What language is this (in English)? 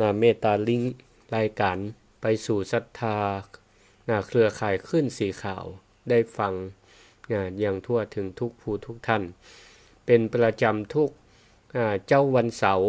Northern Thai